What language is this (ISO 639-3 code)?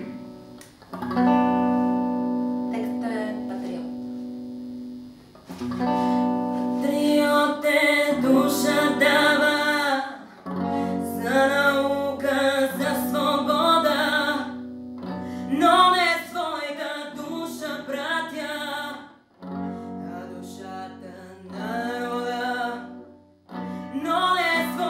bul